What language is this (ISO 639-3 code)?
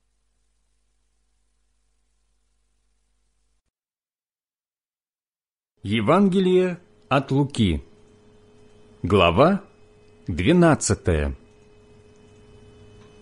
rus